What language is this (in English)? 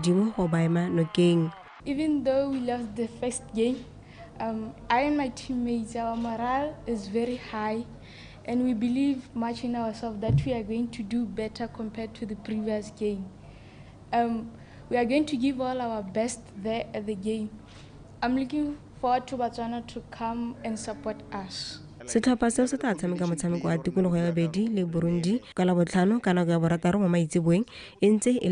Tswana